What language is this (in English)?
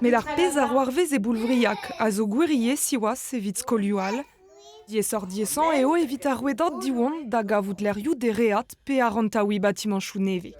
Breton